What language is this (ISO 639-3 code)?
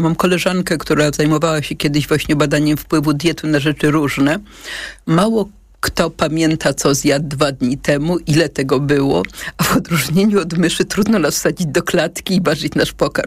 pol